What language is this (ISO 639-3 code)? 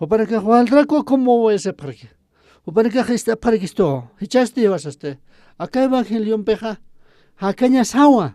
aym